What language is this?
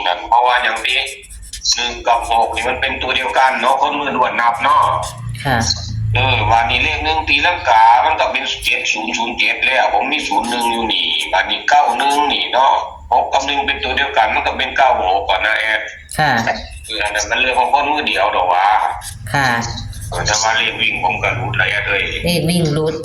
Northeastern Thai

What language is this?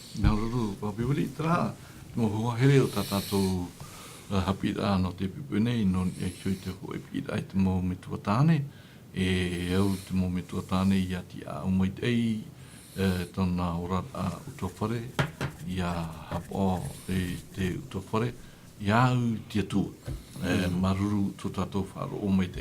Tahitian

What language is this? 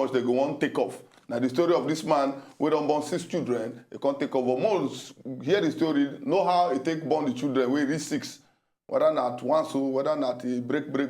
Nigerian Pidgin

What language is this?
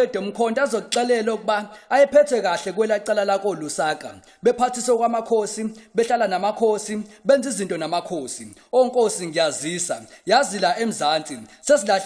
Zulu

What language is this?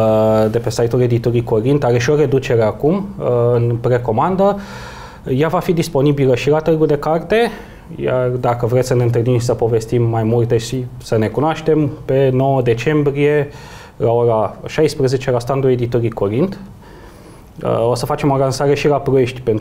Romanian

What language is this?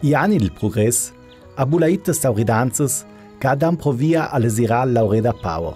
Ladin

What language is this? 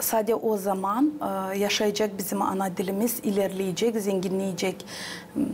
Gagauz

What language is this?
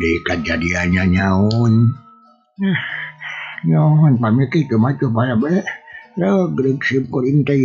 Sundanese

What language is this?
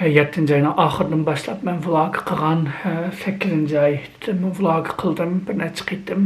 Uyghur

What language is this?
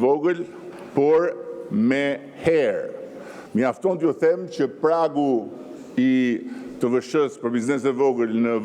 Albanian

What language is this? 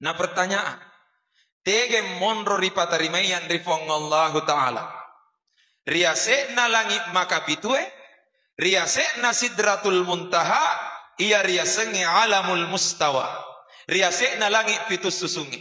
Buginese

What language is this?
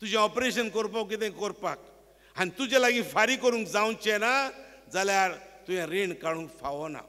Konkani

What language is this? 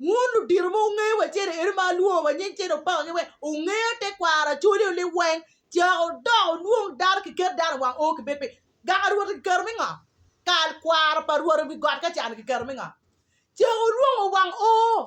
Acoli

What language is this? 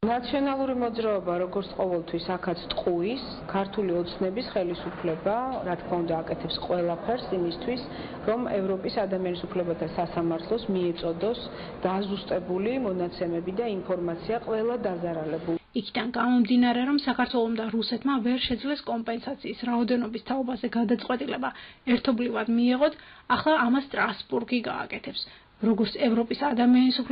Georgian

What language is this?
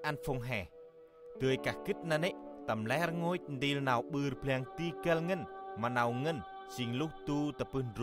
Central Mnong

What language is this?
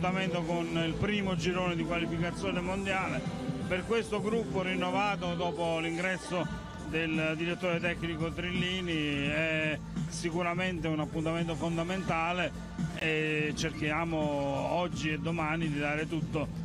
Italian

